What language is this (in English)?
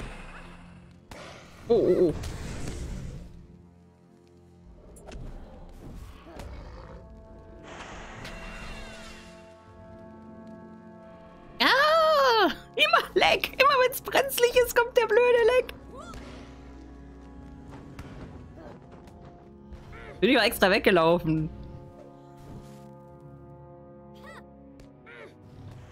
German